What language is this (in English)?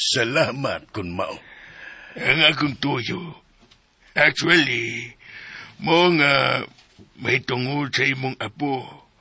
Cebuano